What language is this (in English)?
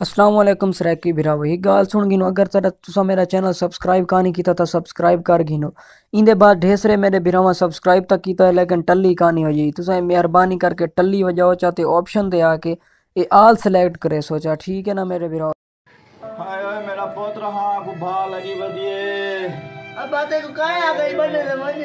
Saraiki